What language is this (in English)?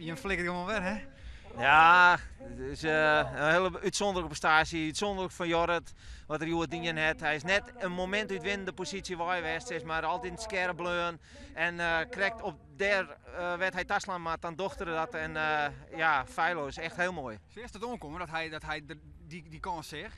Western Frisian